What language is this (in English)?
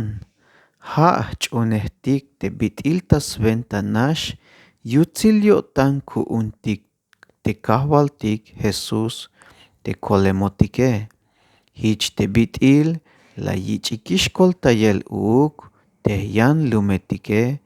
Tzeltal